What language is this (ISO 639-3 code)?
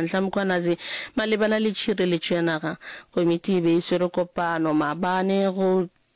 nso